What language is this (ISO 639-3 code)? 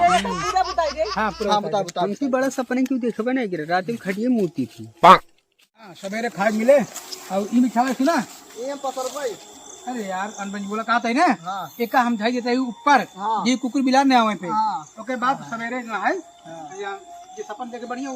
awa